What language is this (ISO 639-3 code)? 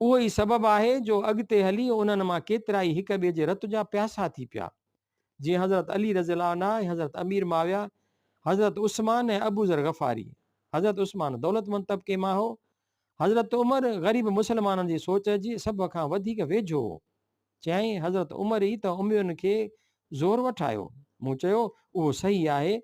snd